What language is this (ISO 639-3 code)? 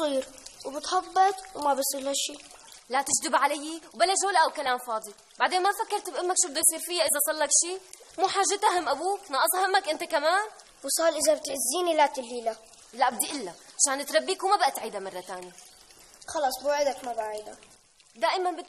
apc